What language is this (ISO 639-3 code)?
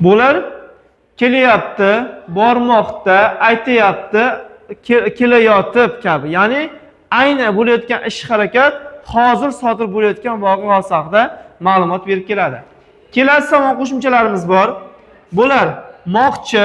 uzb